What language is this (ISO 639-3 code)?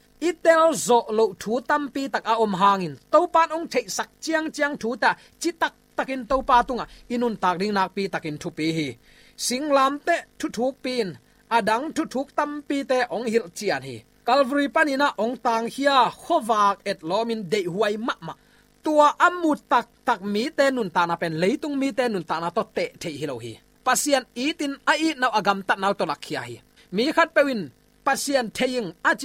ctd